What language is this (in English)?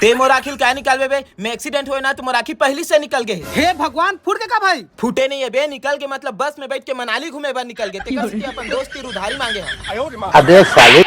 Chhattisgarhi